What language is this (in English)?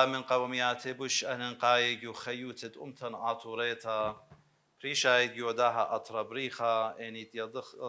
Assyrian Neo-Aramaic